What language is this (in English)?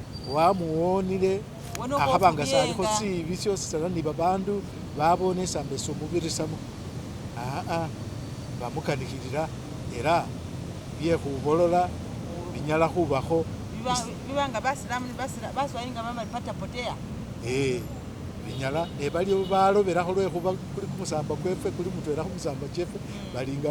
Masaaba